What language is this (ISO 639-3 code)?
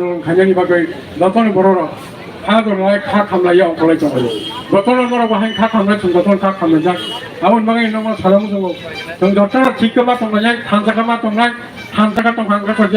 trp